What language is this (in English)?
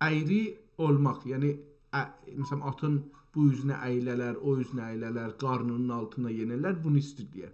South Azerbaijani